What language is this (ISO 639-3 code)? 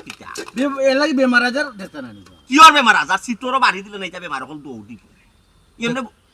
syl